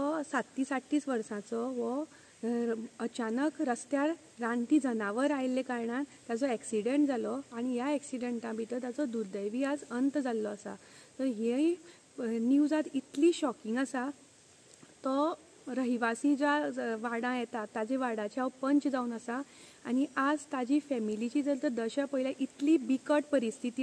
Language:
Konkani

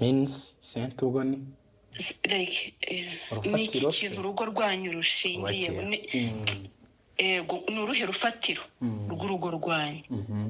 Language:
Kinyarwanda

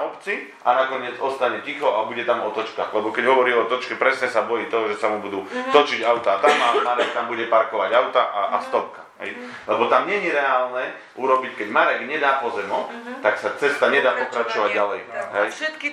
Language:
Slovak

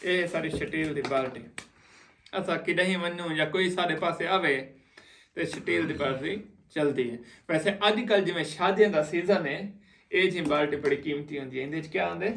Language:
Saraiki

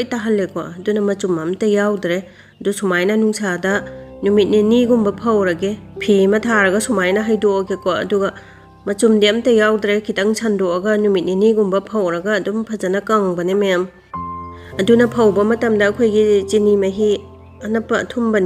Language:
Manipuri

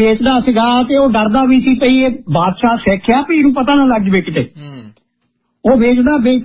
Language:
Punjabi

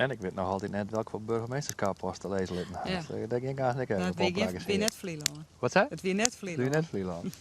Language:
Western Frisian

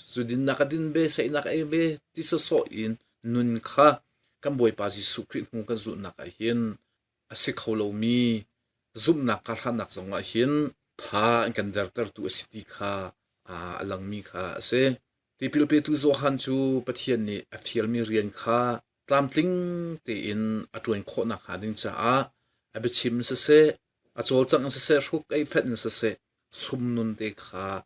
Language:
Hakha Chin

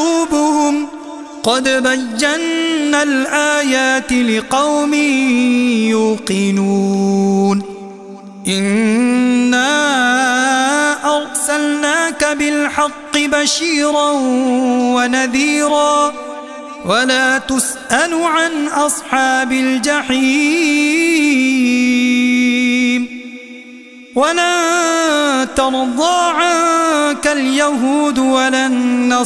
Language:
Arabic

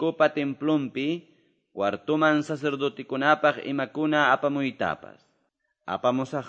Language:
Quechua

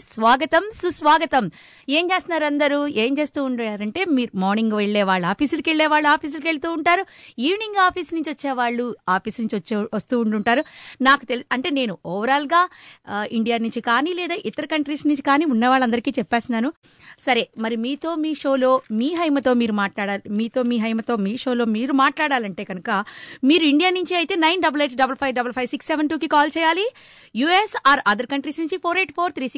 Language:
Telugu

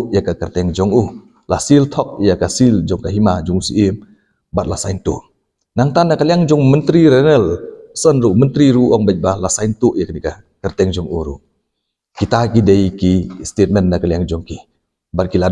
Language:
Khasi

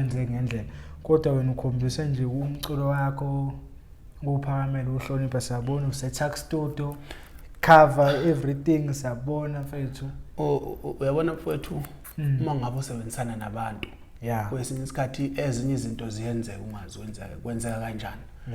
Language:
Zulu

